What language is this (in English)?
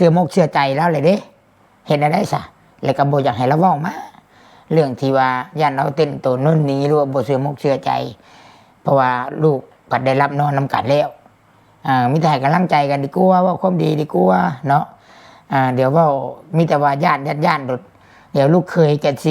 Northeastern Thai